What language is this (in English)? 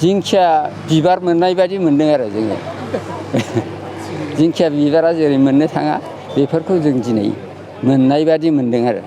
Bodo